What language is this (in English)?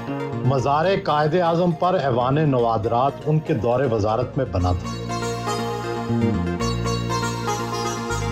Urdu